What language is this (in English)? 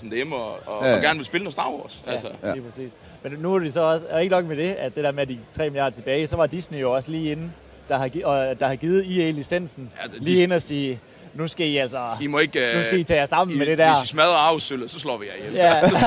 Danish